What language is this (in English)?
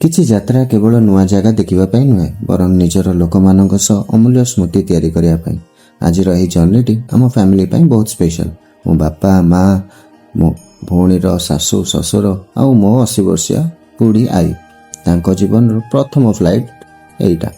Odia